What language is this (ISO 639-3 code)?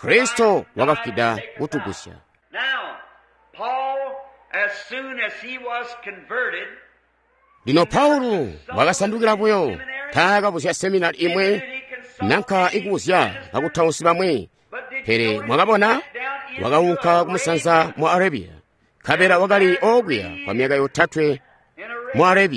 toi